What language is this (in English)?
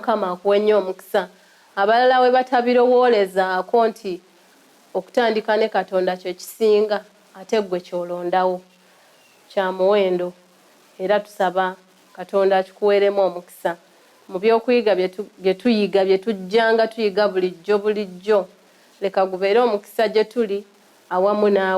Ganda